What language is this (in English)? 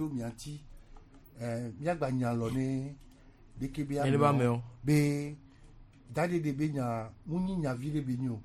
Gen